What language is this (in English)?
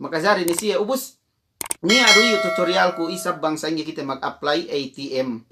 Yakan